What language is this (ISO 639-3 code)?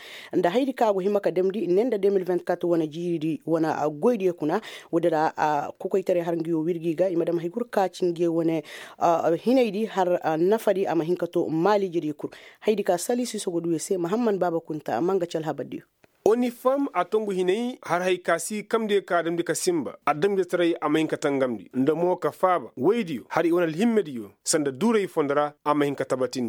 ses